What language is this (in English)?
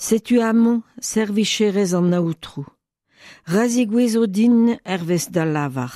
Breton